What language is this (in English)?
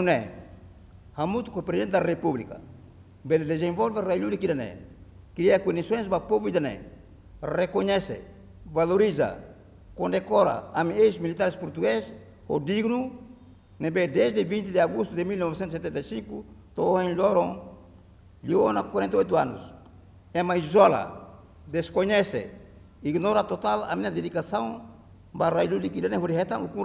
Tetum